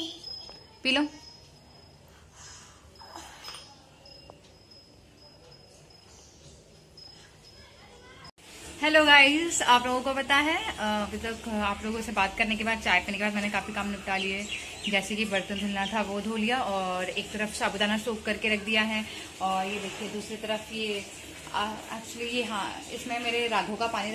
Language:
Hindi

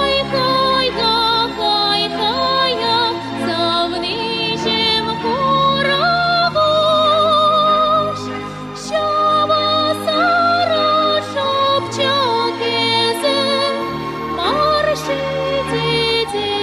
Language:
Chuvash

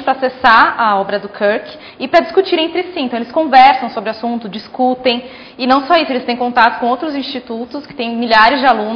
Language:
Portuguese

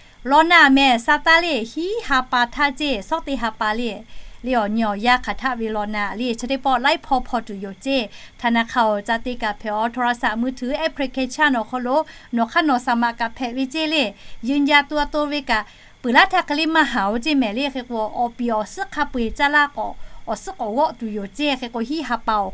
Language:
Lahu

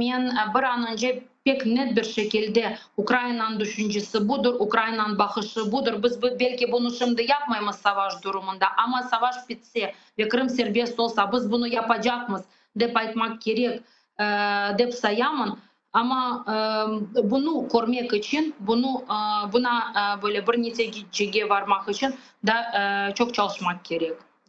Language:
Crimean Tatar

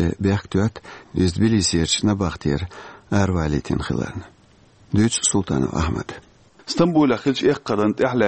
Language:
Chechen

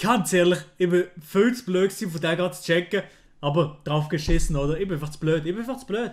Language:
Swiss German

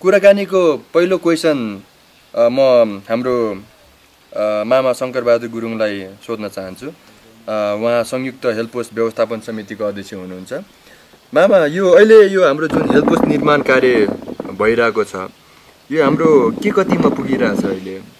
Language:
Nepali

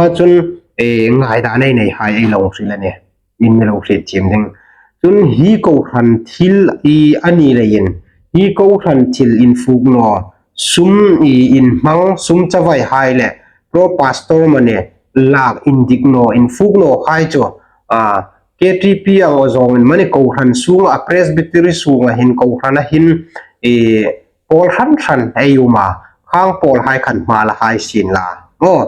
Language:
Hmar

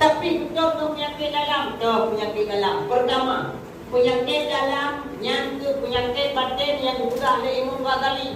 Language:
Achinese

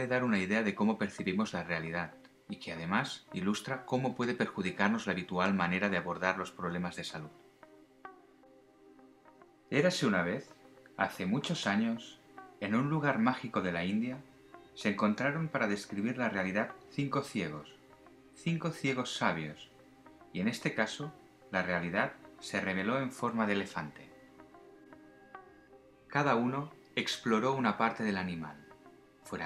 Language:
Spanish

